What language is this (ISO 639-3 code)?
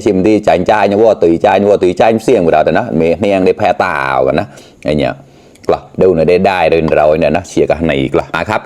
mnw